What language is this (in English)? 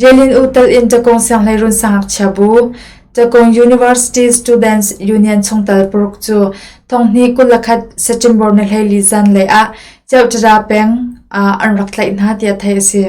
Hakha Chin